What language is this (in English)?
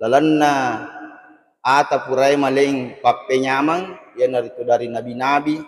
Buginese